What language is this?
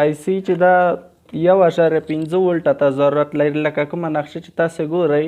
Pashto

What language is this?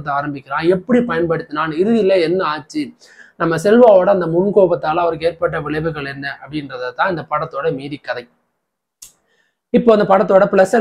Tamil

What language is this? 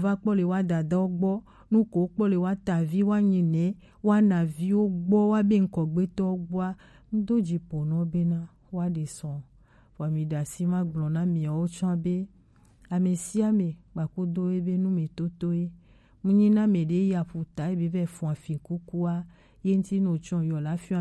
Gen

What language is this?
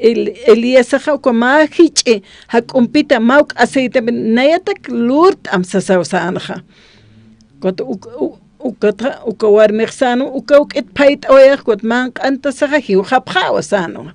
Aymara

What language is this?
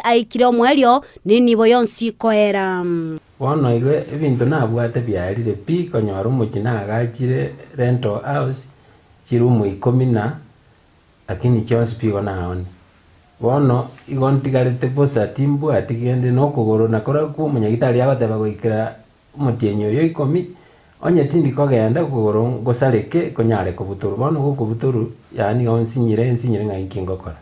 Gusii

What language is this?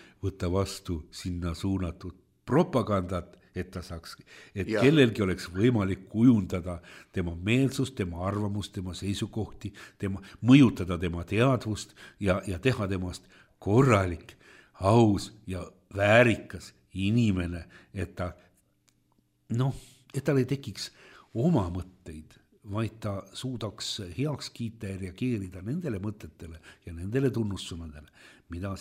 Estonian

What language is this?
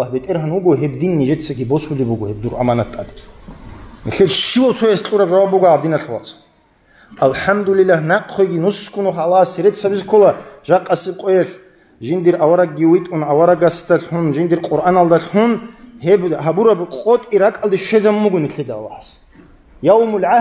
Avaric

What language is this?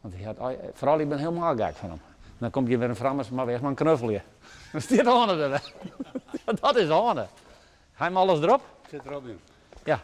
Western Frisian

